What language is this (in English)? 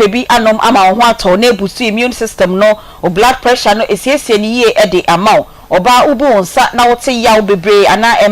Akan